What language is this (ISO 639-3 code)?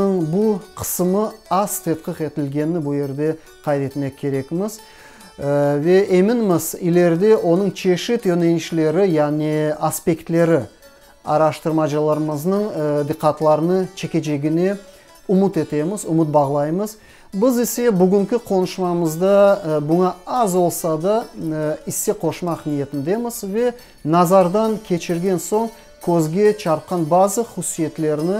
crh